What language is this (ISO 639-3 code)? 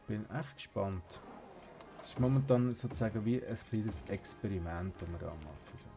gsw